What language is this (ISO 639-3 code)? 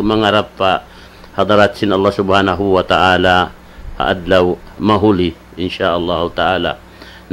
tsg